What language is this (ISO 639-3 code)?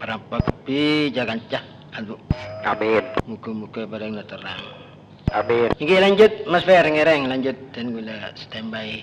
mad